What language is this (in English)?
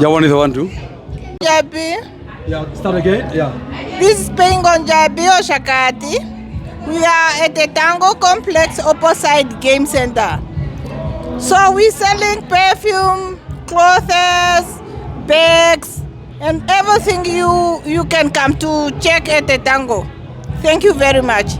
Herero